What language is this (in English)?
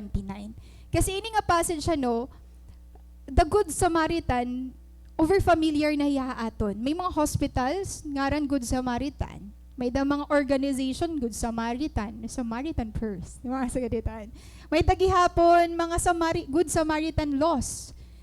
Waray